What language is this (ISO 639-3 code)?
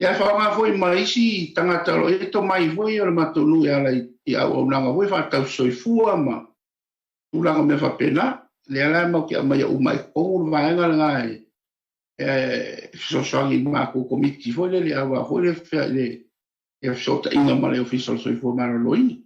smo